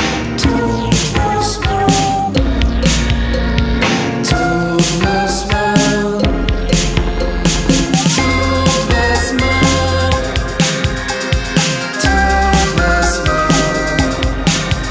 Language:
Swedish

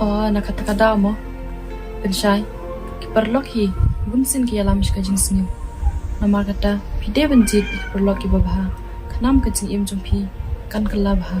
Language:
Khasi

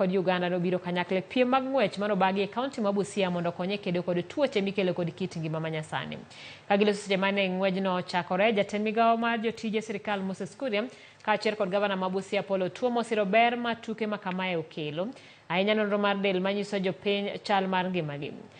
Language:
Luo (Kenya and Tanzania)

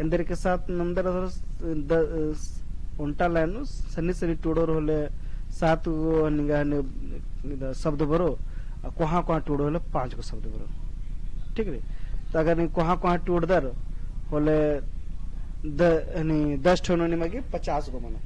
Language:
Kurukh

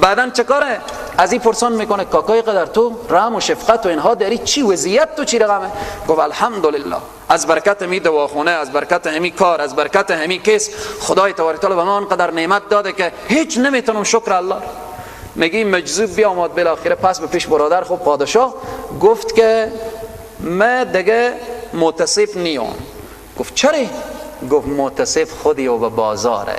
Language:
Persian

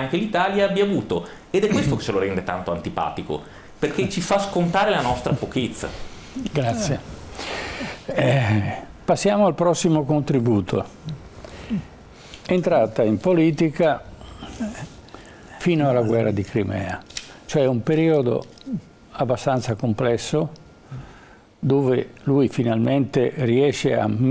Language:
Italian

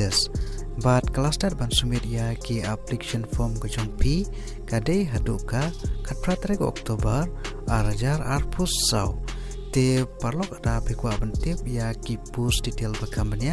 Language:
Khasi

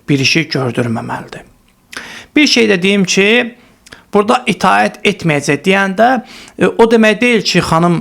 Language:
Azerbaijani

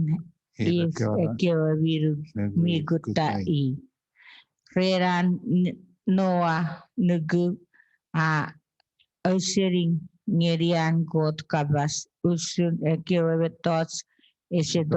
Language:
Chuukese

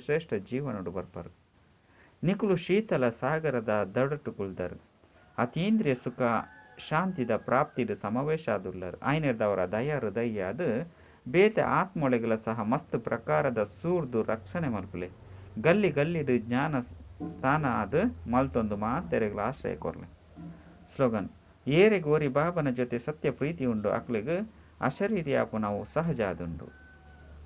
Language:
Tulu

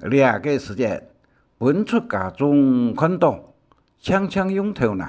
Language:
Hakka Chinese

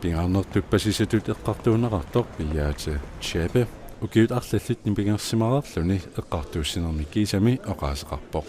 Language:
Kalaallisut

